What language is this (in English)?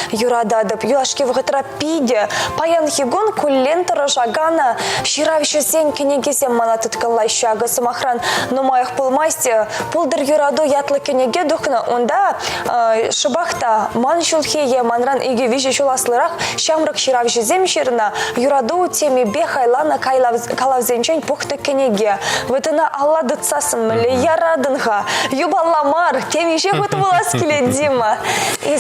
Chuvash